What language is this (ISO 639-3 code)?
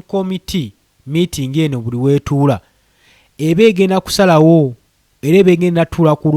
lug